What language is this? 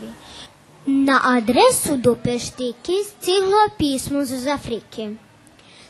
Rusyn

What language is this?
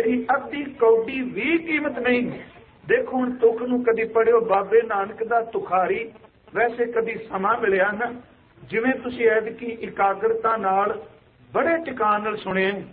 Punjabi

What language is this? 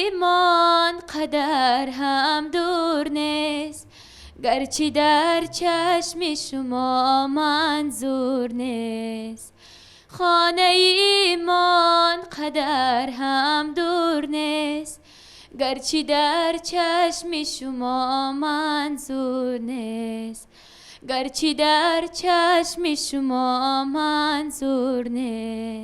Tajik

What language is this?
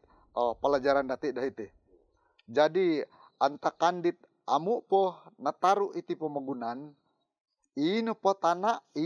Central Dusun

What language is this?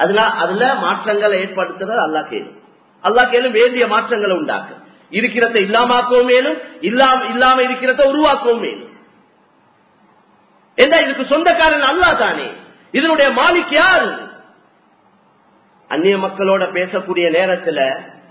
Tamil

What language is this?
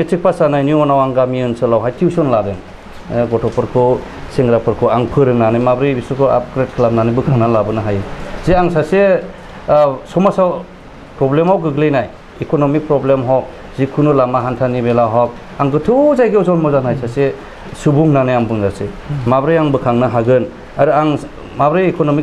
Bodo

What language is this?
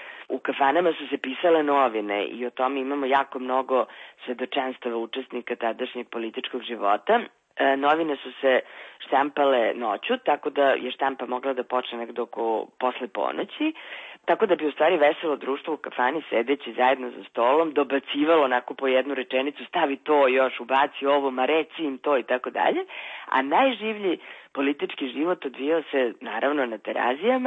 Serbian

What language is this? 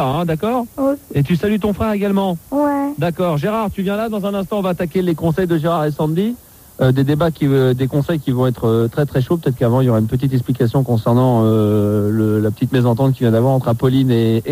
French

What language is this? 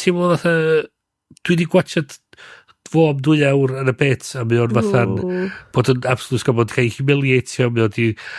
Welsh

